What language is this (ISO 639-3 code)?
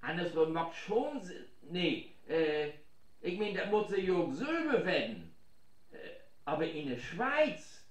nds